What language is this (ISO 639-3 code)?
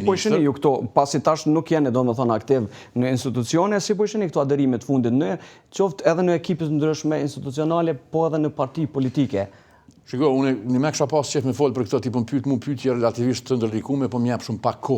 sqi